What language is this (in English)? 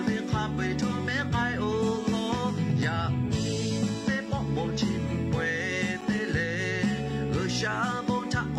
Lahu